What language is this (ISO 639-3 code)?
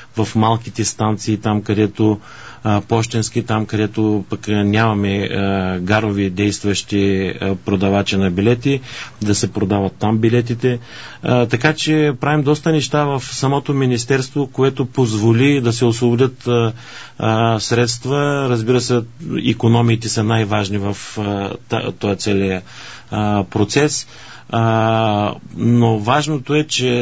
bul